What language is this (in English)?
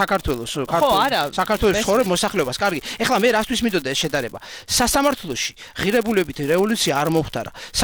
Georgian